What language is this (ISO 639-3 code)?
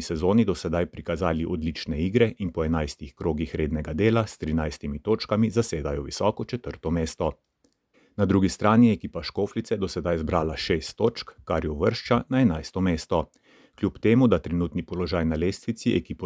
slv